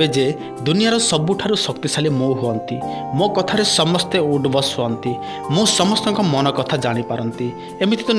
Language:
Odia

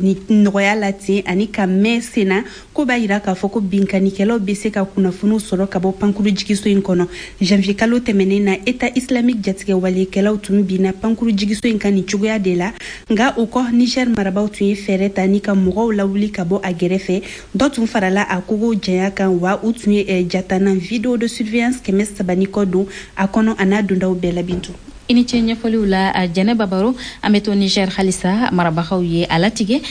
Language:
Bambara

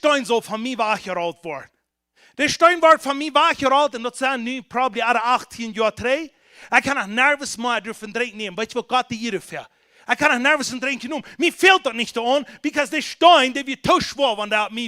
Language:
Plautdietsch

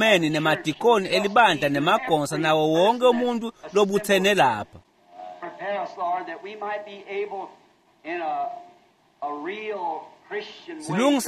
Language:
Swati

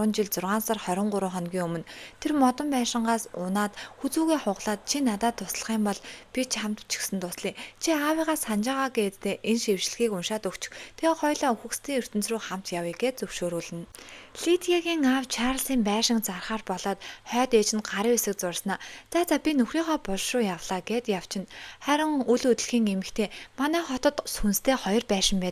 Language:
Mongolian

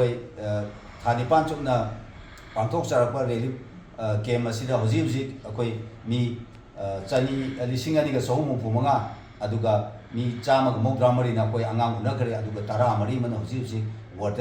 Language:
Manipuri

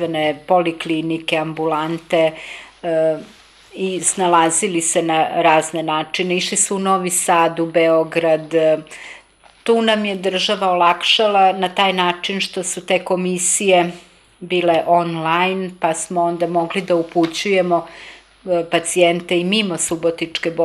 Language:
Serbian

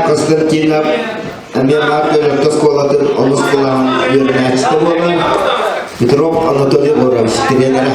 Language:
Yakut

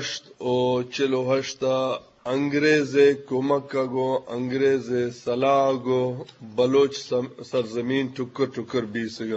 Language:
Eastern Balochi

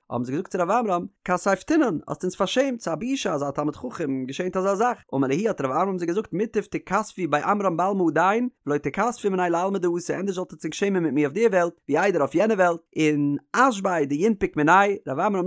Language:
Yiddish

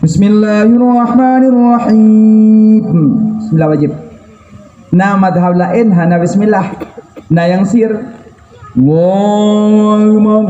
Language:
Achinese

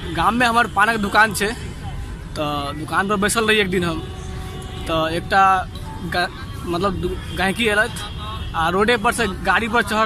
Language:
Maithili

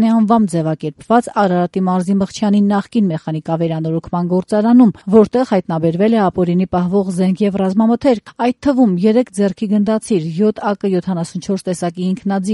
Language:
Armenian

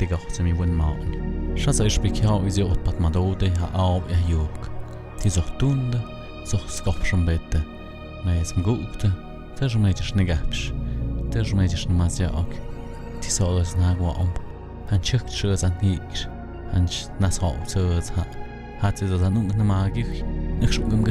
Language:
Tlahuitoltepec Mixe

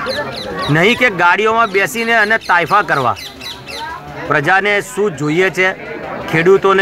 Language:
Gujarati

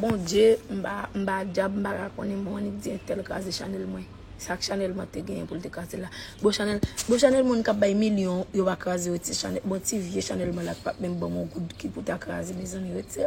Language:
Haitian Creole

